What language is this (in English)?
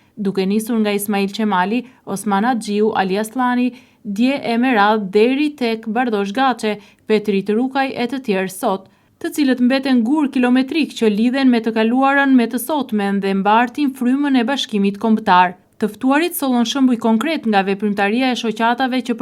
Albanian